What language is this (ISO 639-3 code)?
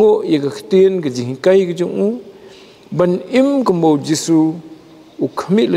kha